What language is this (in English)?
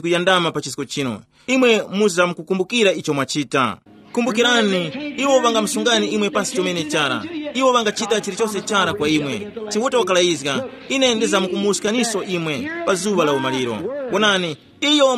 Tumbuka